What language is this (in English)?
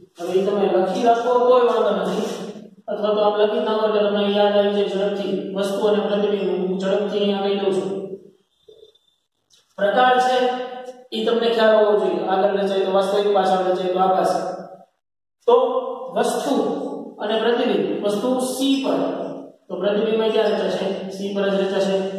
Gujarati